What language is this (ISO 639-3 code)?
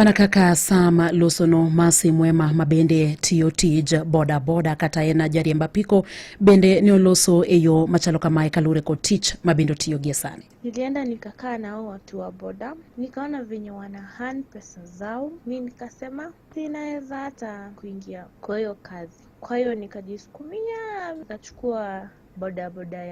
luo